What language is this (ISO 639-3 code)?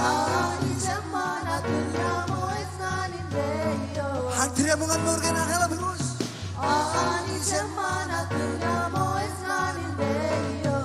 mah